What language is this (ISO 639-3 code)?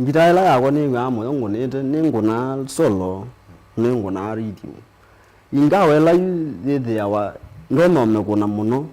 kam